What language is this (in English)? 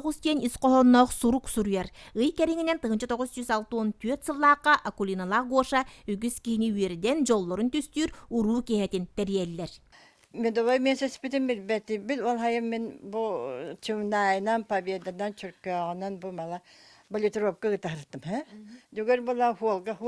Yakut